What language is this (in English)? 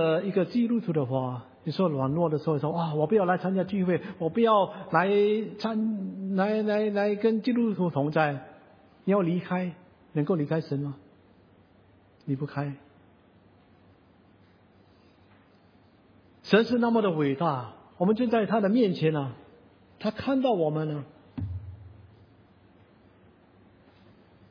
Chinese